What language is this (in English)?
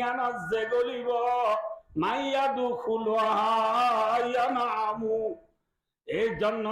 Rohingya